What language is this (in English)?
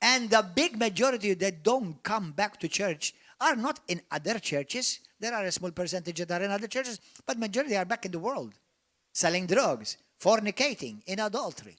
English